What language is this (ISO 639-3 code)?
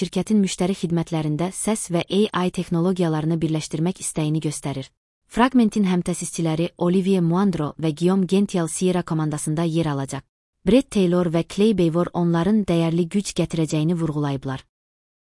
aze